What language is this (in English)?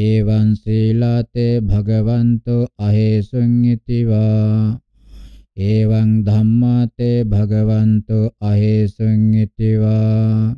Pali